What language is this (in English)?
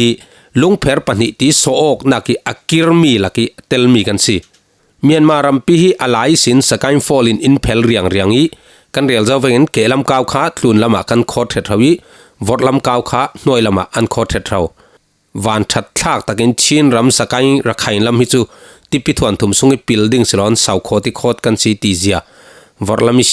Falam Chin